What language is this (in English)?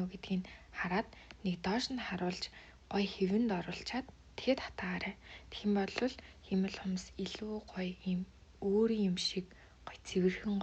Mongolian